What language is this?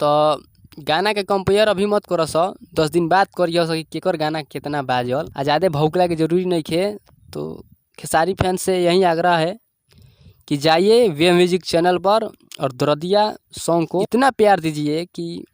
Bhojpuri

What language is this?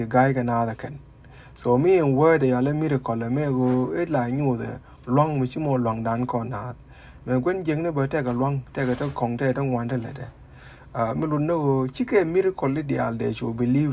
Nuer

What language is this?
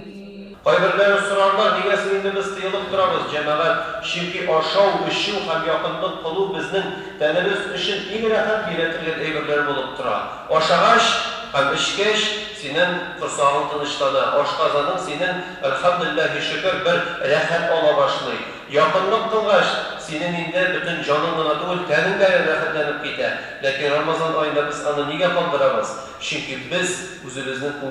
Tatar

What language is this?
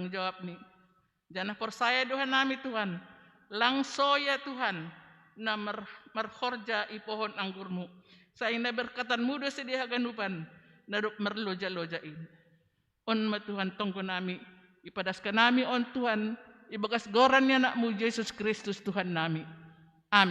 Batak Simalungun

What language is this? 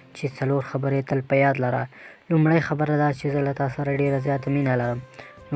Pashto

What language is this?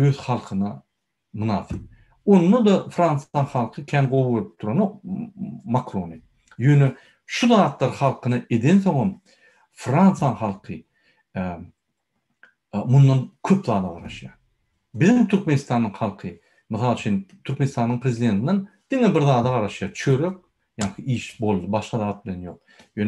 Turkmen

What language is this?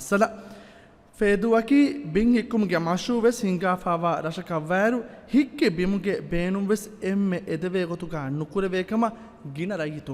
Divehi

